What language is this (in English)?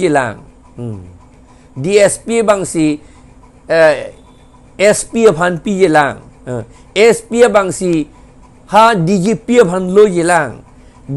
Karbi